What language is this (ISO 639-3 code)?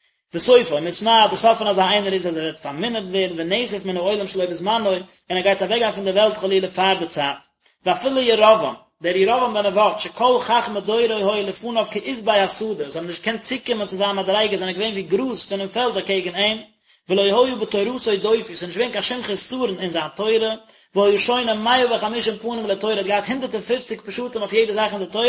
yid